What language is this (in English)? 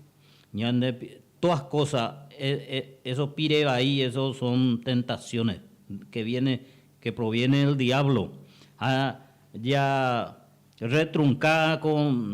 Guarani